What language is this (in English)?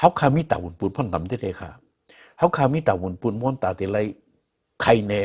Shan